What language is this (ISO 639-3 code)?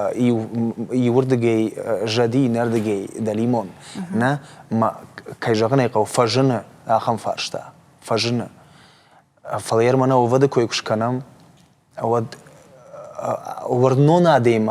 oss